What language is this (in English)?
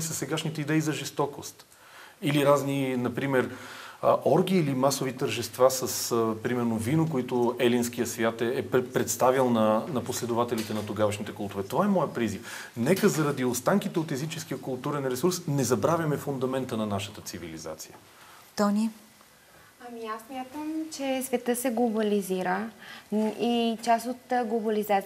Bulgarian